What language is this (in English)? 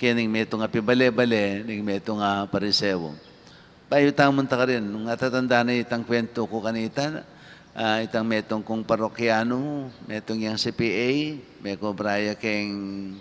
Pampanga